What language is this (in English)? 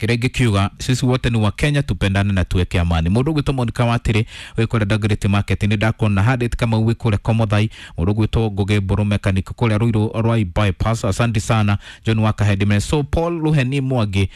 Kikuyu